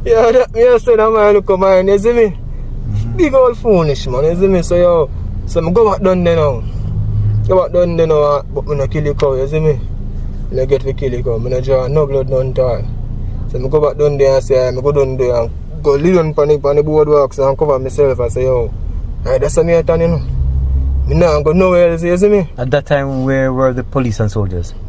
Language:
Jamaican Creole English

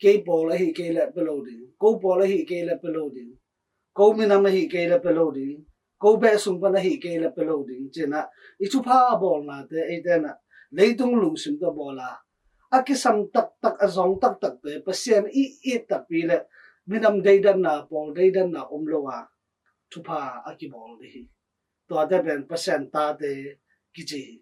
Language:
Tedim Chin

